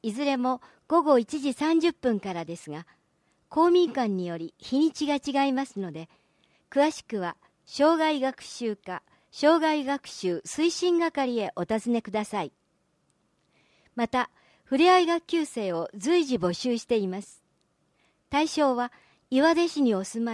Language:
Japanese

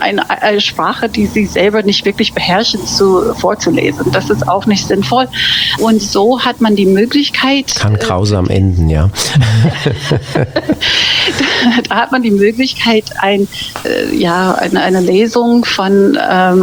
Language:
German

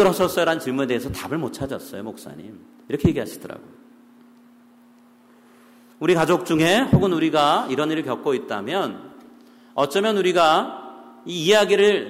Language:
Korean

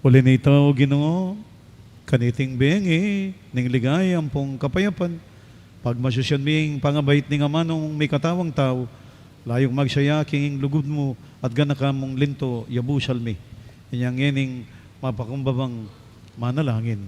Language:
Pampanga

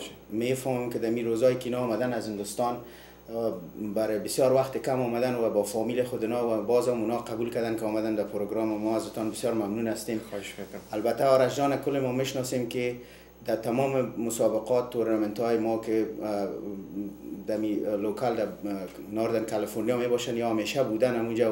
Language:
Persian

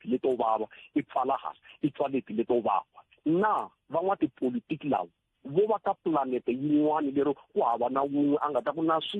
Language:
Tsonga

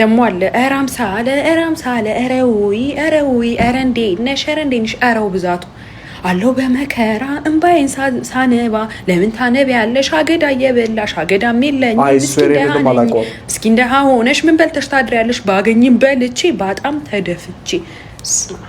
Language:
Amharic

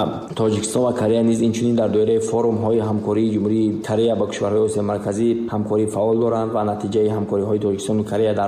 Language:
Tajik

